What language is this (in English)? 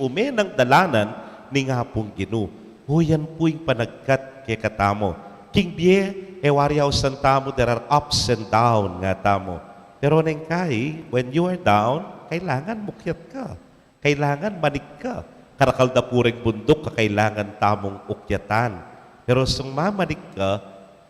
Pampanga